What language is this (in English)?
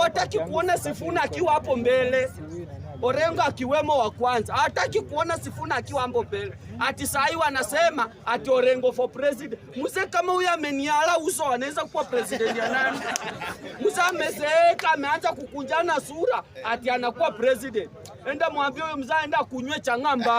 Swahili